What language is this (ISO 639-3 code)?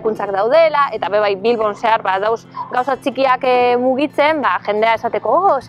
eus